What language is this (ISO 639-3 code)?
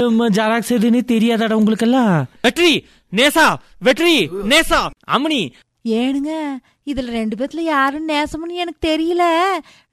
tam